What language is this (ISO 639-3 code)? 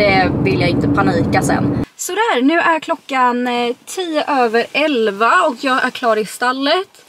swe